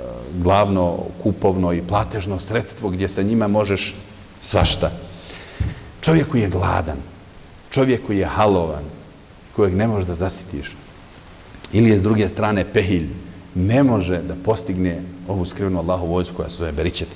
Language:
Bosnian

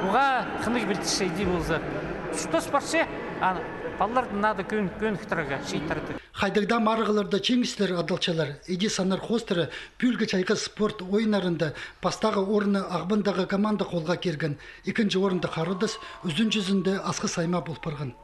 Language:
Khakas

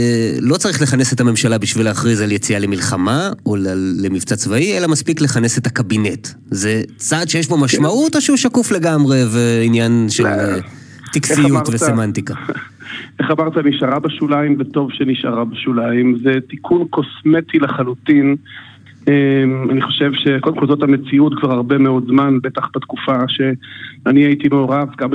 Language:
Hebrew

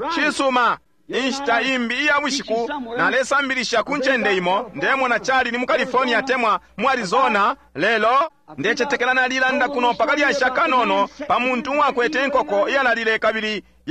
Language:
Bemba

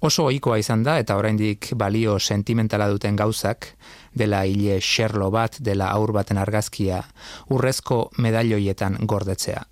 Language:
Basque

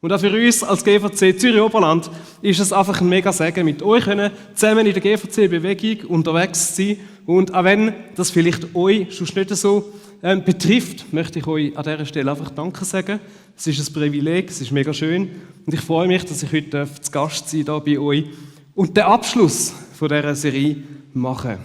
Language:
Swiss German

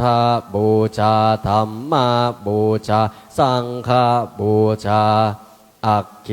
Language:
Pali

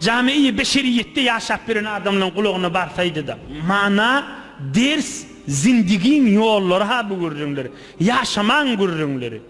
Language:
Turkmen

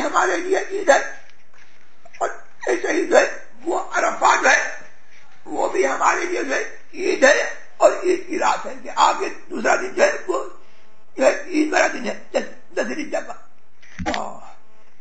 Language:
Urdu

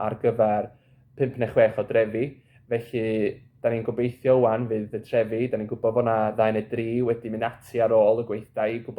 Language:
Welsh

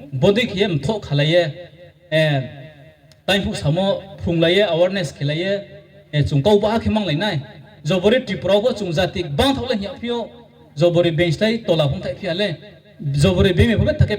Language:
Riang (India)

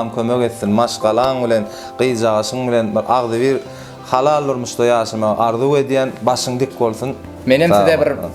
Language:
Turkmen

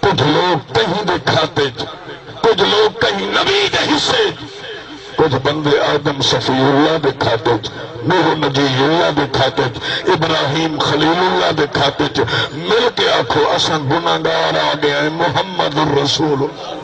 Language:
Saraiki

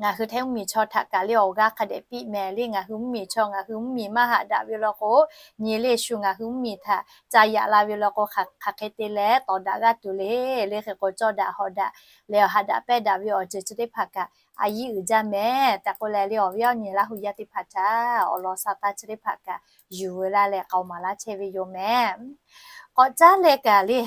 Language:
Lahu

